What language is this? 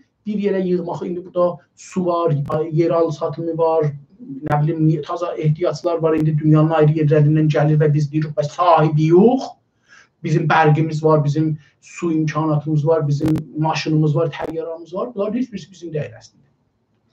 South Azerbaijani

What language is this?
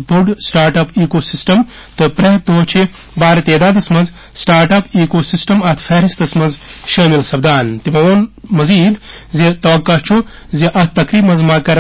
Kashmiri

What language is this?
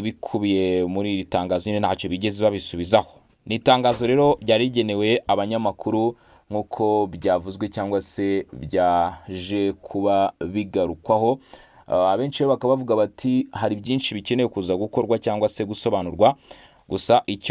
Kinyarwanda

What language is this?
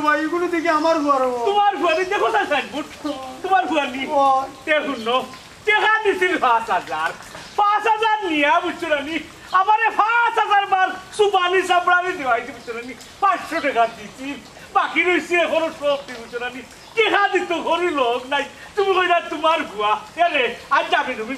Sylheti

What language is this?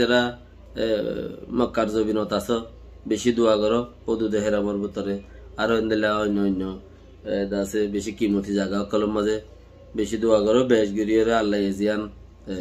Rohingya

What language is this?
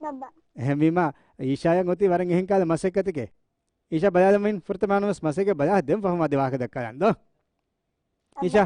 Divehi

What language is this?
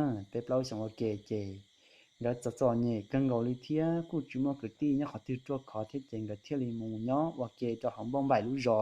Hmong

